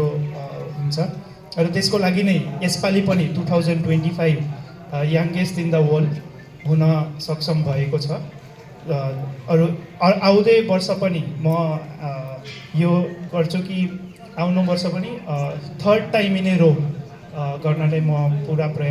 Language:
Nepali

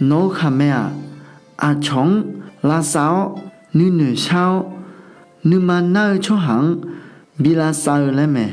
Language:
Akha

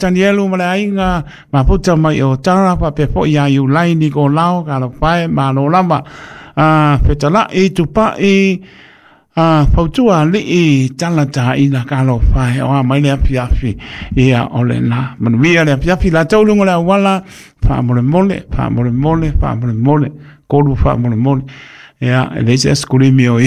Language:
Samoan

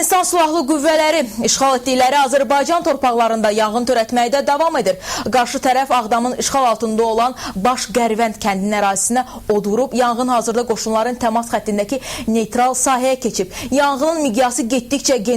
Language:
Azerbaijani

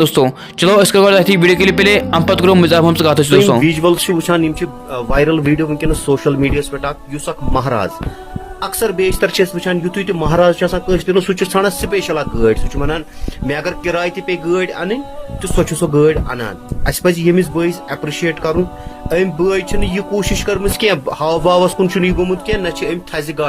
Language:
Kashmiri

